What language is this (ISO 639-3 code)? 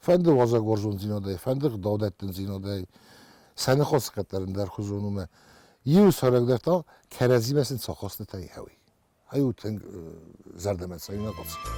oss